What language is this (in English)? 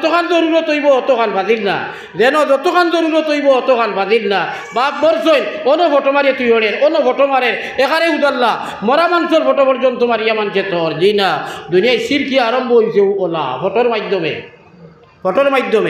Sylheti